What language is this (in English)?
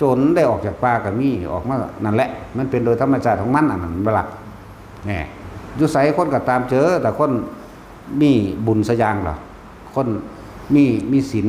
Northeastern Thai